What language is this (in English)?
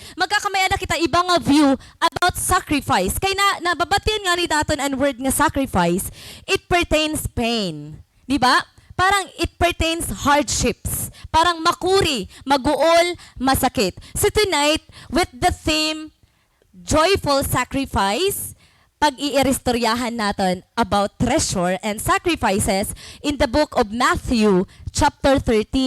Waray